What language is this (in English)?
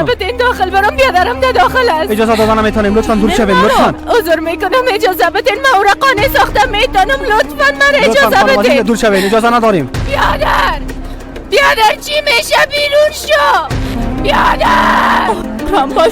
Persian